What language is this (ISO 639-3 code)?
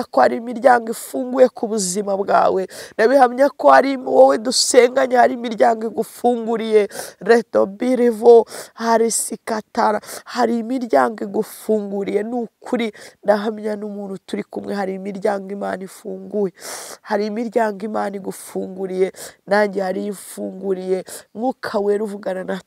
kin